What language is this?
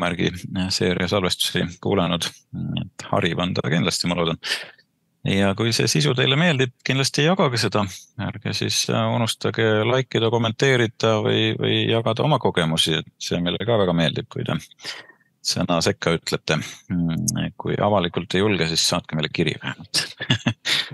Estonian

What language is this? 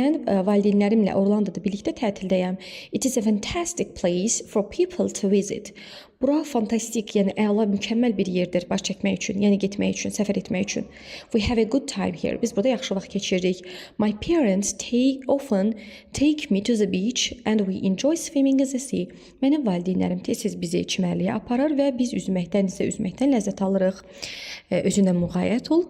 Azerbaijani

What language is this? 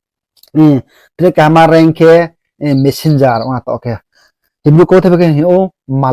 Riang (India)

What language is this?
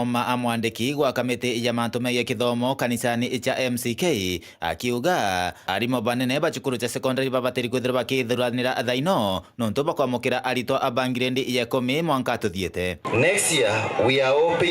Meru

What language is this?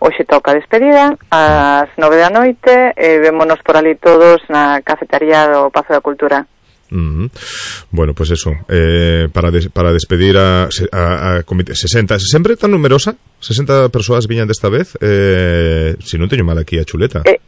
Galician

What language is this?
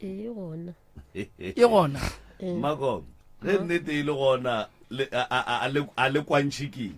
Northern Sotho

